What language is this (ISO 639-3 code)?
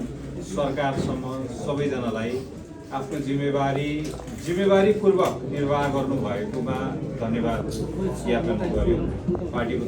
nep